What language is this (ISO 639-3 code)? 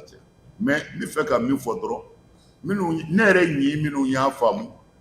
bam